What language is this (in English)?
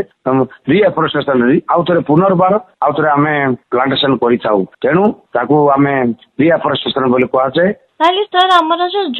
Odia